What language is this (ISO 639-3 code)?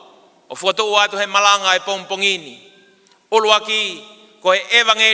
ton